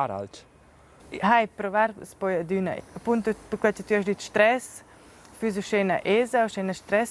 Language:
Romansh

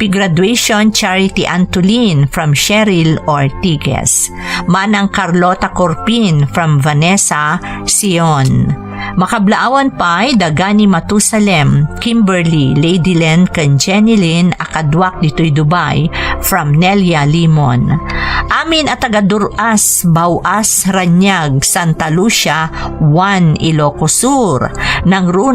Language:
Iloko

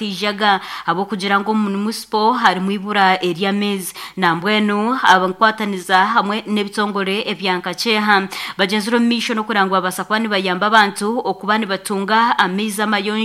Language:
Nyankole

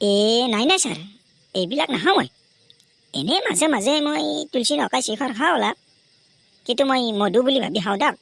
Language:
Assamese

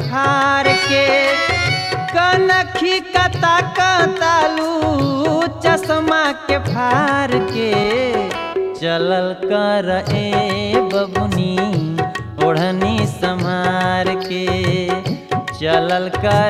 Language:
Bhojpuri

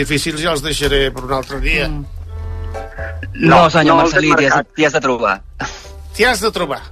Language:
Catalan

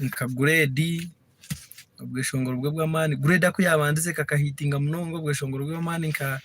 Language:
Nyankole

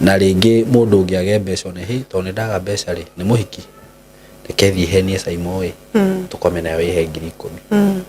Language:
Kikuyu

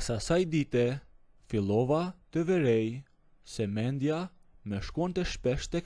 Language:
Albanian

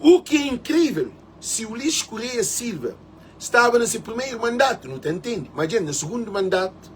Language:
Kabuverdianu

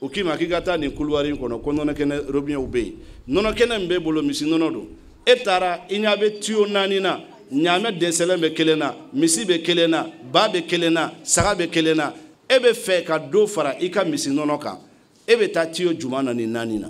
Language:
Bambara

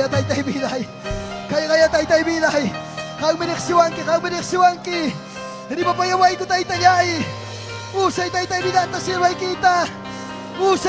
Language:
Ayacucho Quechua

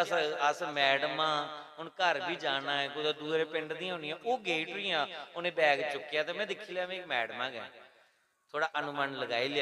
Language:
Dogri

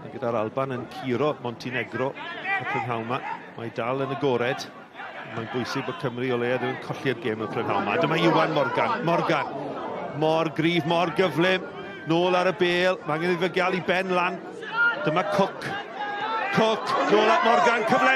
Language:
Welsh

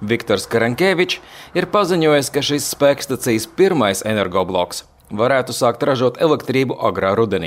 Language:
Latvian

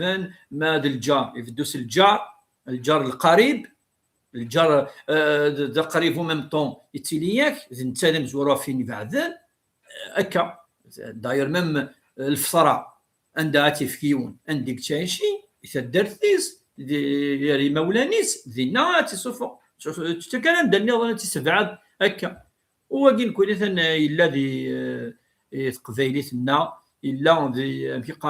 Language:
Kabyle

